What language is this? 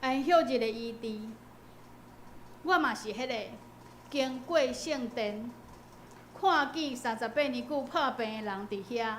Min Nan Chinese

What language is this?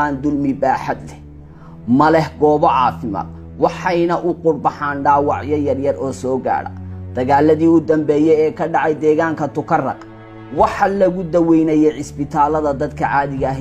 Somali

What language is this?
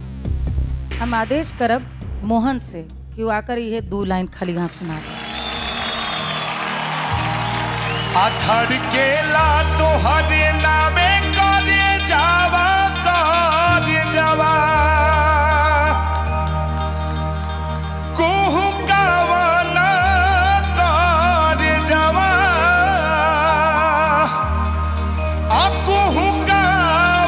Bhojpuri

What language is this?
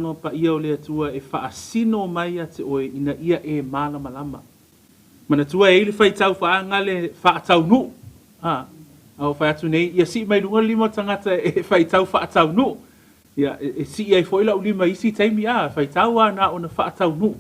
Samoan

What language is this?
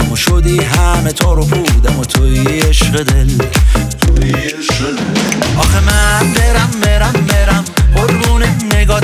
Persian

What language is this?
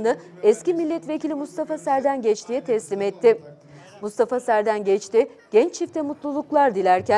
Turkish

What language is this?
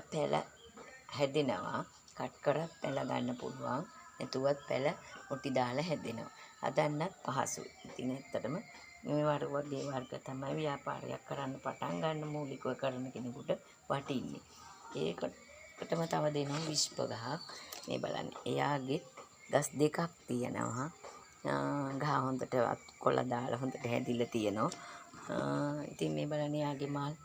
Sinhala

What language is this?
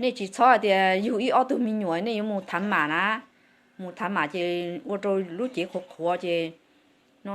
Hmong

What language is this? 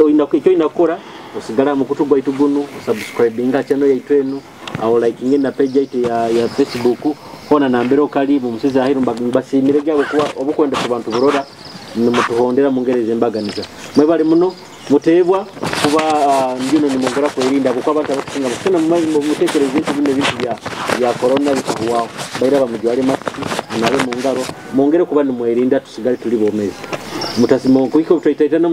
Nyoro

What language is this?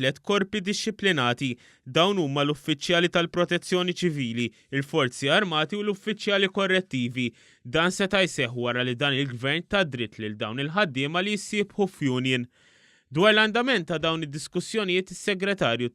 Maltese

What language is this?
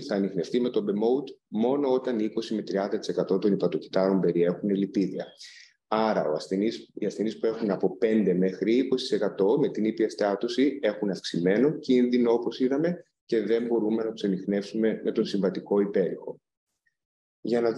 Greek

